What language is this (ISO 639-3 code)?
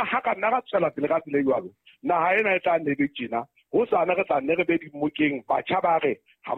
sot